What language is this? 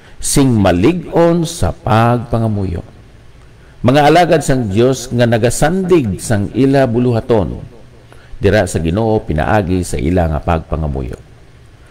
Hiligaynon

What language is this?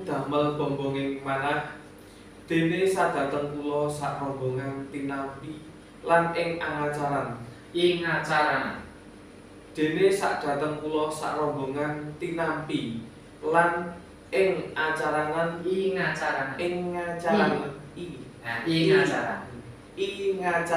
Javanese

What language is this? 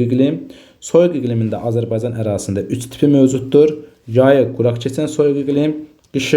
Azerbaijani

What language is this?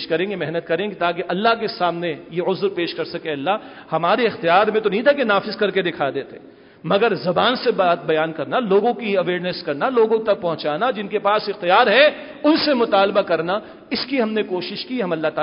Urdu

